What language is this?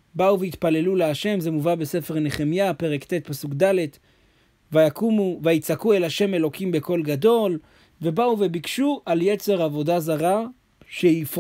Hebrew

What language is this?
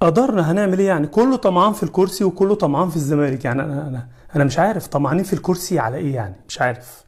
Egyptian Arabic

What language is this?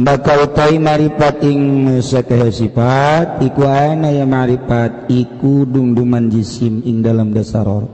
Sundanese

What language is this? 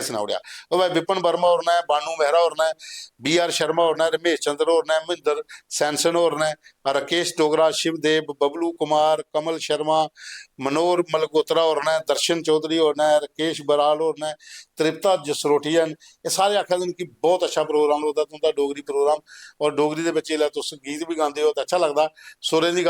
Dogri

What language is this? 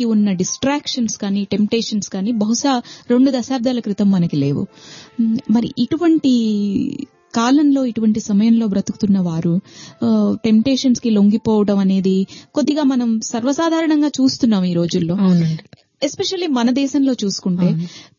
Telugu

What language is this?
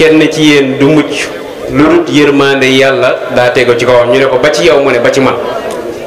Wolof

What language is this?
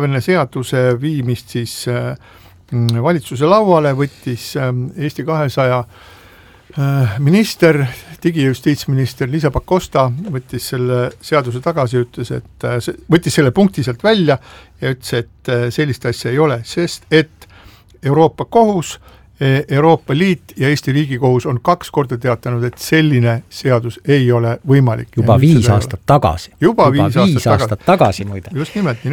Estonian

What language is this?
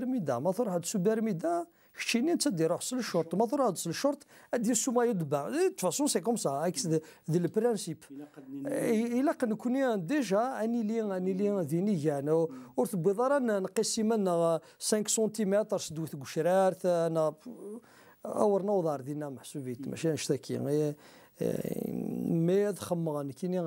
Kabyle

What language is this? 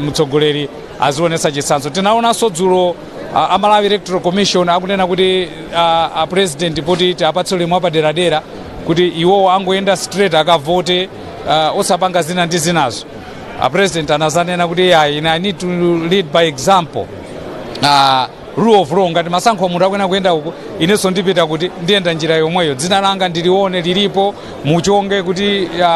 Nyanja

